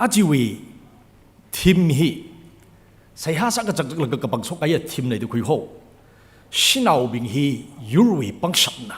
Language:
Tangkhul Naga (India)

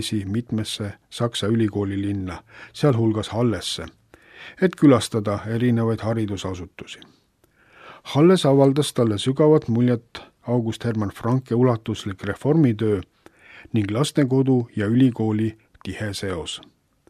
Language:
Estonian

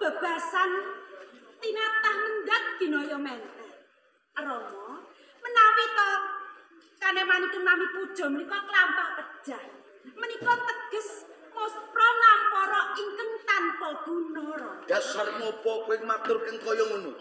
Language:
Javanese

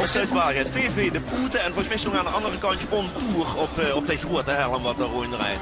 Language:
Limburgish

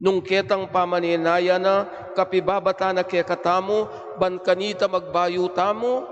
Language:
Pampanga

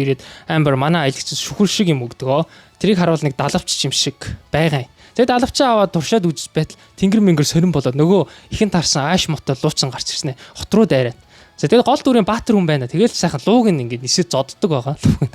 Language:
Mongolian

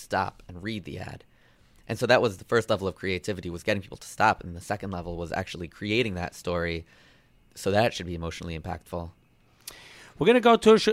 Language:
English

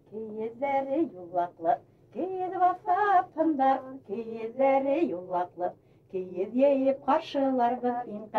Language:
Bashkir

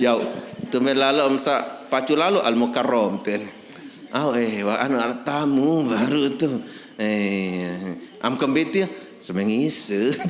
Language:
Sasak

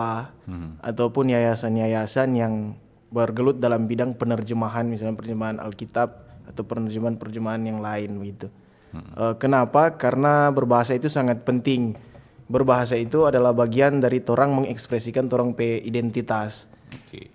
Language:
Manado Malay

